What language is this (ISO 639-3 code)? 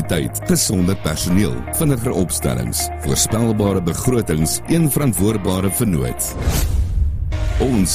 afr